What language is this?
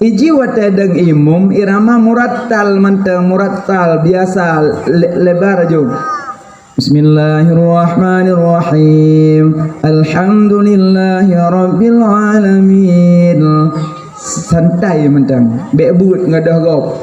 Achinese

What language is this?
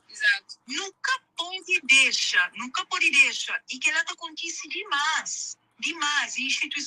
Kabuverdianu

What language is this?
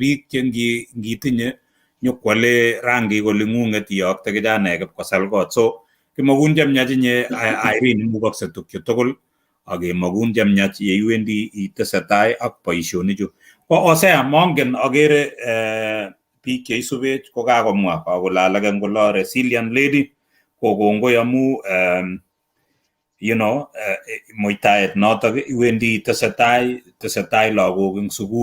Kalenjin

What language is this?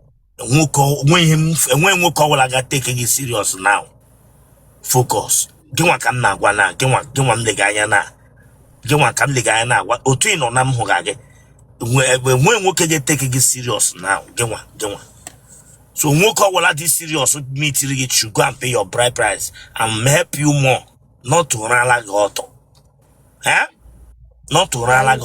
Igbo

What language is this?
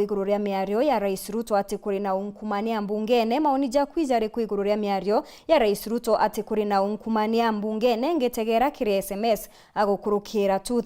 Meru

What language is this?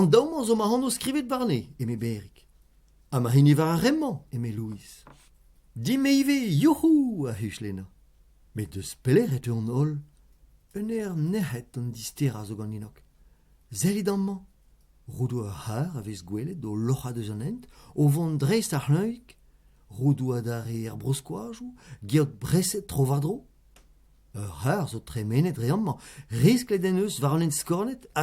Breton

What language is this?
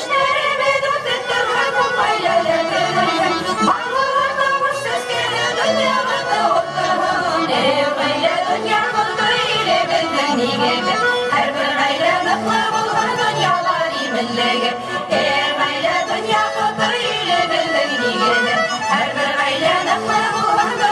Bashkir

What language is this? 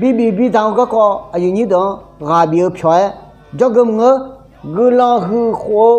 Akha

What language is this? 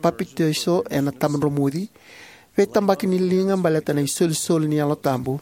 Fijian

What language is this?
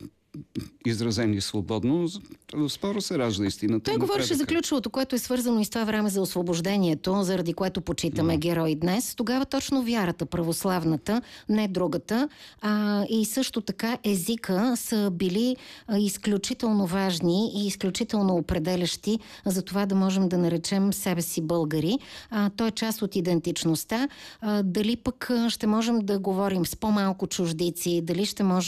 Bulgarian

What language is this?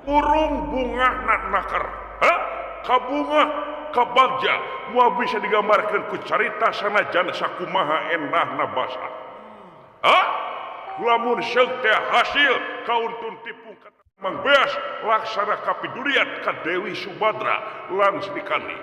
Sundanese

